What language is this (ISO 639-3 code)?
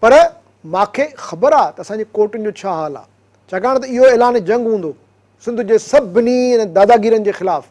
snd